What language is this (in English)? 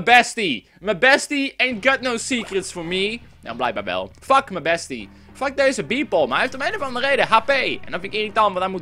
Dutch